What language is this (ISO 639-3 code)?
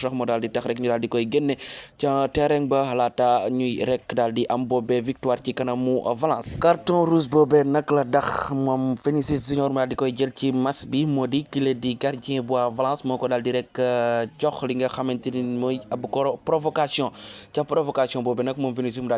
wol